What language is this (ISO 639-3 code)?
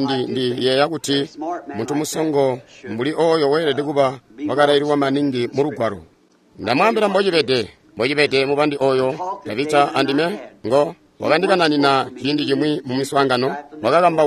toi